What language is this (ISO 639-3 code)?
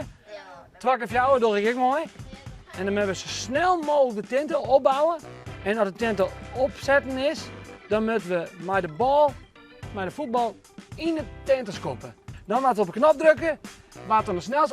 fry